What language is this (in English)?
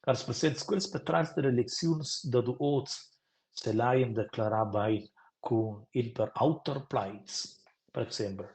Romansh